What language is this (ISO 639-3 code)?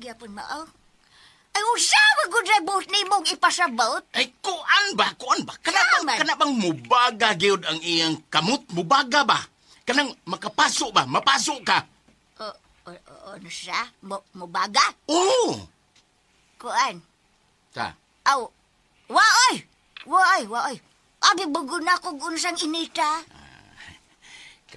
ceb